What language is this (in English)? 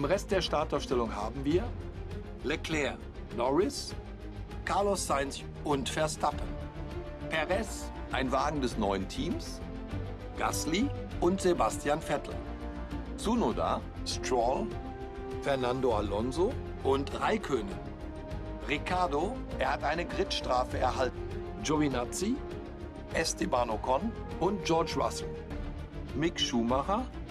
Swiss German